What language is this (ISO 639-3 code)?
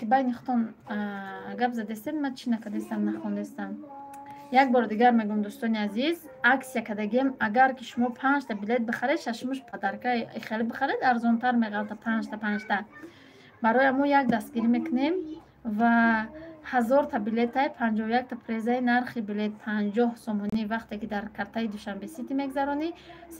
tgk